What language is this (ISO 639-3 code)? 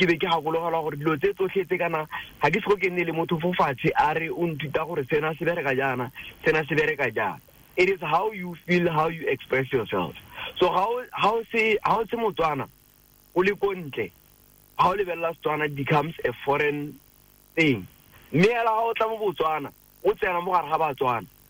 tsn